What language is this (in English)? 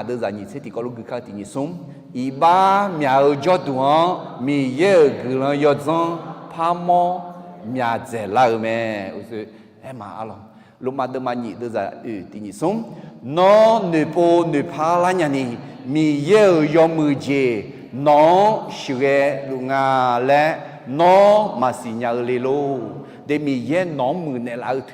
Akha